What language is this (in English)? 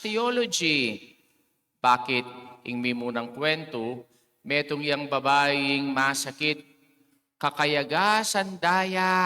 Pampanga